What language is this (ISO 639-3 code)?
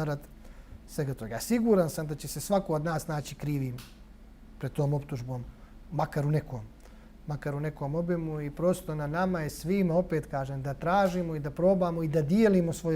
bos